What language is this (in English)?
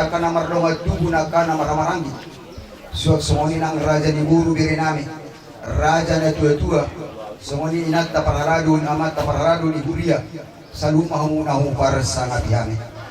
Batak Toba